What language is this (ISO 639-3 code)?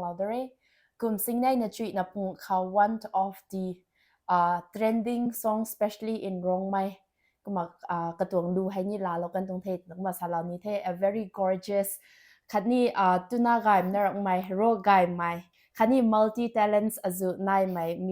nbu